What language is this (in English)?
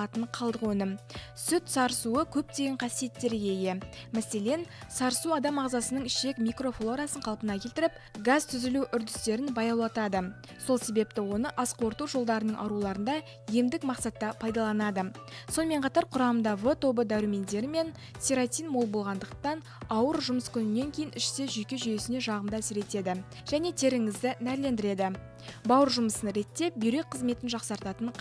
Kazakh